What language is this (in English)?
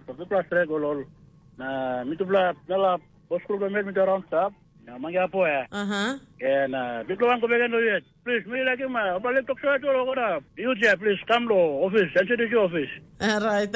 Tok Pisin